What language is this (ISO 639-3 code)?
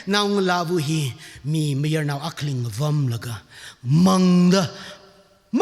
nmf